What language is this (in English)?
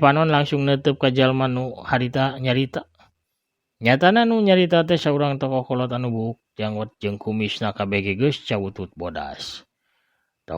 Sundanese